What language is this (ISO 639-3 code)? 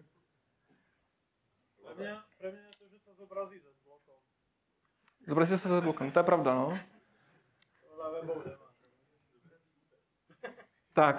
ces